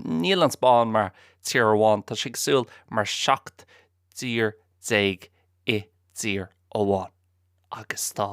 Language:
Irish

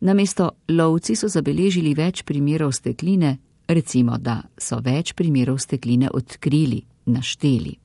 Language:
Slovenian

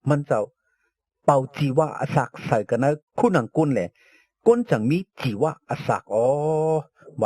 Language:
Shan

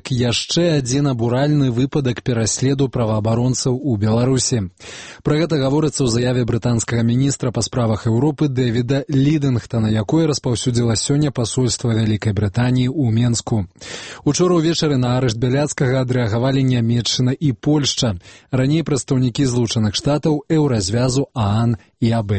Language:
Belarusian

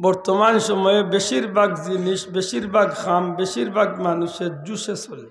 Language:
Sylheti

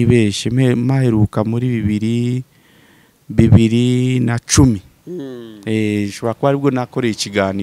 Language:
Kinyarwanda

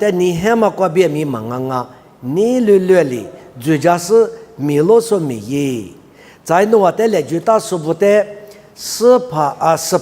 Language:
Lisu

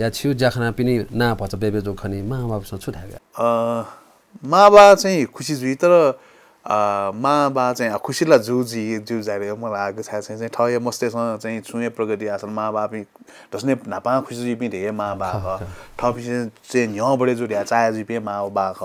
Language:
Newari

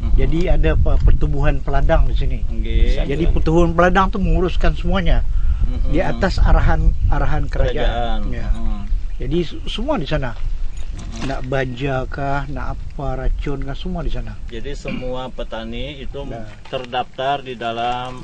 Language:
Banjar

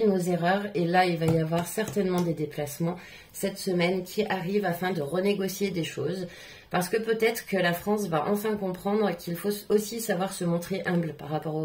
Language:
French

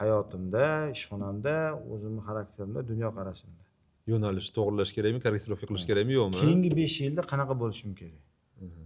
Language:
Uzbek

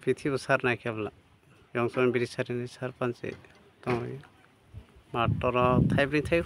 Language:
Kok Borok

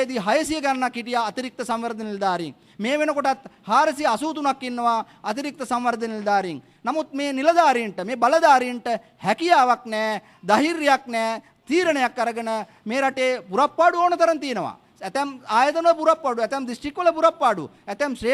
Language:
Sinhala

